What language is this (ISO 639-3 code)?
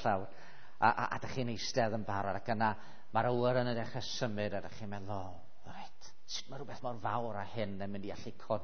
cym